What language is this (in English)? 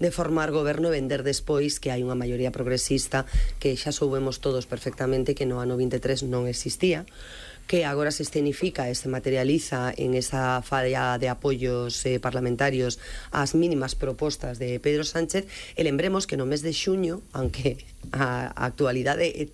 Galician